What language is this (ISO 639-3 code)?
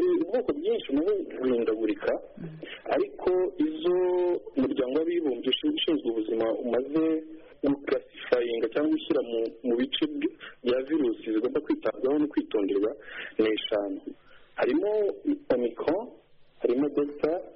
kin